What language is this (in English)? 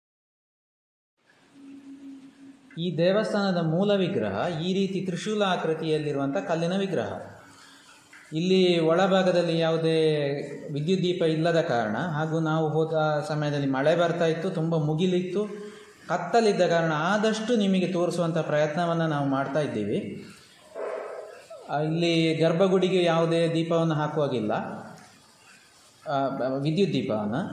Kannada